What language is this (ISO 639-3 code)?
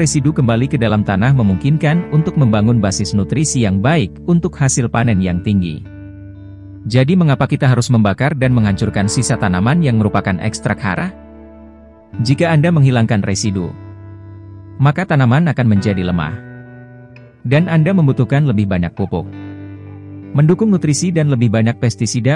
ind